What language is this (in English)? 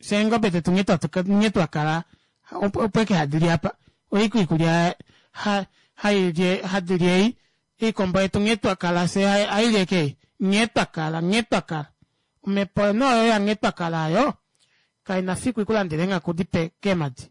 Kuanyama